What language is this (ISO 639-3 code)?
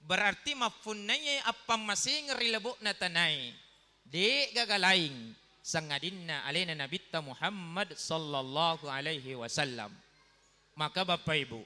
bug